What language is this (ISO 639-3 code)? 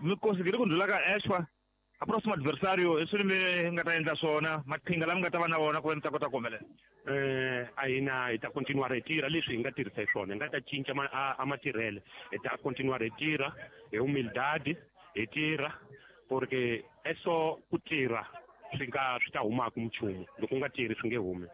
tso